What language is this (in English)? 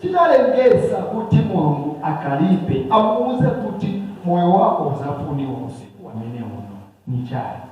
Nyanja